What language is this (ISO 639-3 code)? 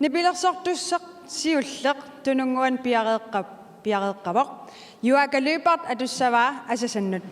kal